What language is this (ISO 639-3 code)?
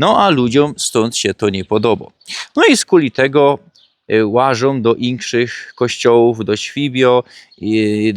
szl